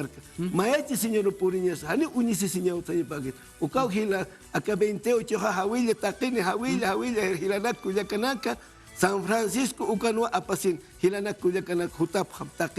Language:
Aymara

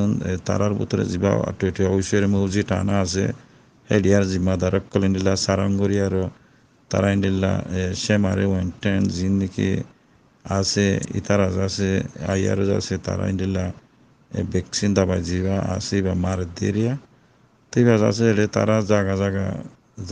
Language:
Rohingya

